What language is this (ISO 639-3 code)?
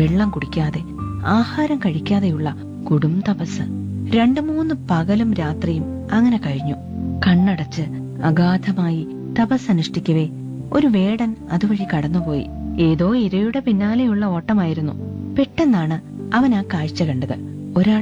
mal